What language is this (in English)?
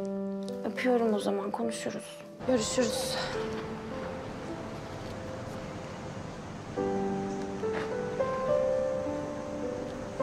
Turkish